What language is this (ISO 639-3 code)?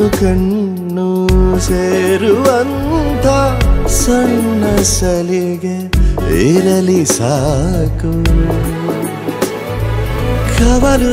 kan